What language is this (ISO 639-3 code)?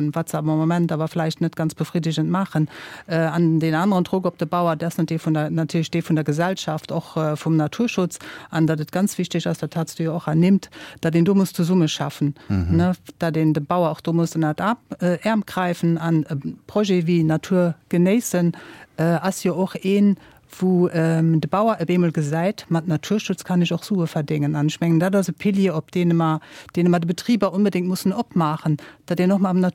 ltz